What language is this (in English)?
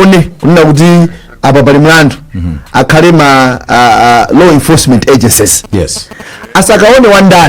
Nyanja